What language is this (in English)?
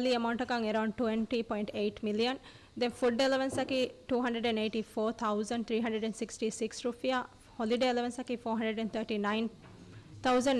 Divehi